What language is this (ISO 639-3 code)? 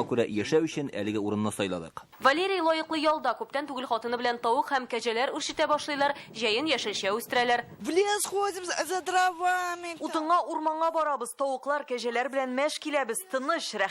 tat